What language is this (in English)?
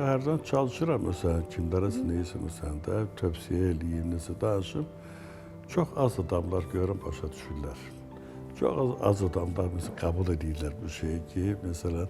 Azerbaijani